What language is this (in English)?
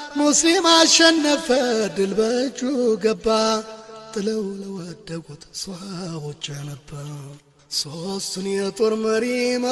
Amharic